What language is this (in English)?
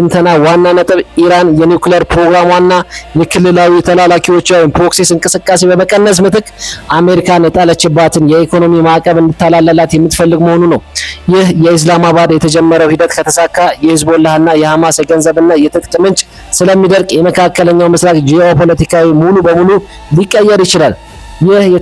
Amharic